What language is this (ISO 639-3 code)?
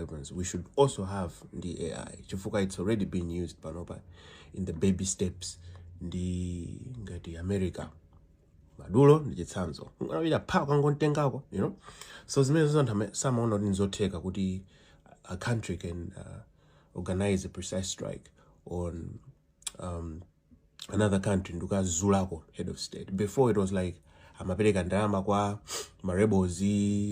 nya